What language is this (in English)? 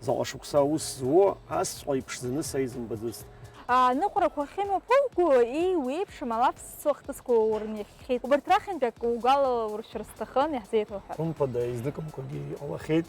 Abkhazian